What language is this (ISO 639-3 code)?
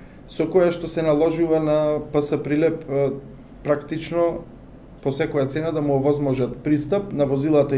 mkd